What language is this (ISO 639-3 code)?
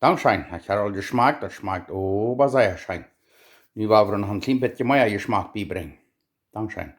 pdt